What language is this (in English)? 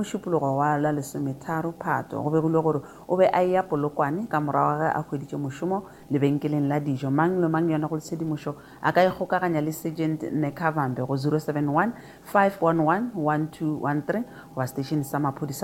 Northern Sotho